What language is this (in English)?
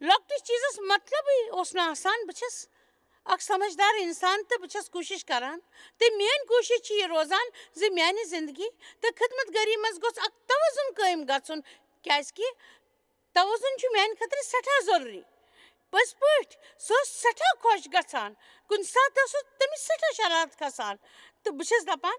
Kashmiri